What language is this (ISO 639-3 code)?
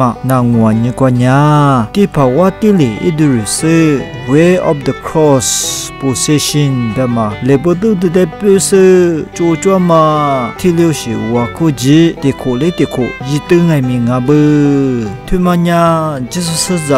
lis